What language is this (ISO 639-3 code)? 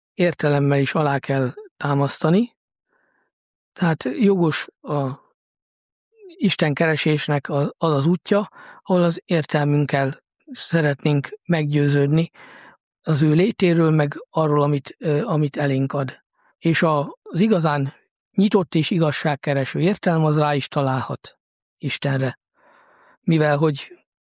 hun